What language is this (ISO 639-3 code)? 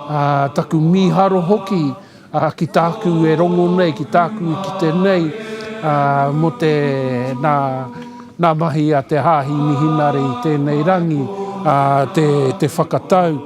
mri